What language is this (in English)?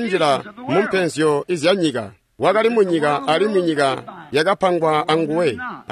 Tonga (Zambia)